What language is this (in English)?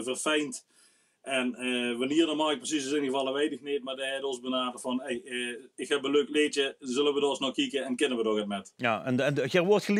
Limburgish